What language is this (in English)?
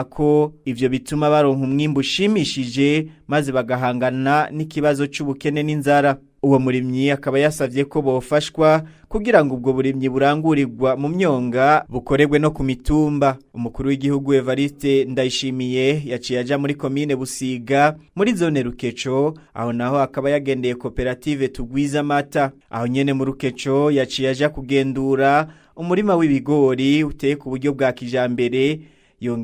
Rundi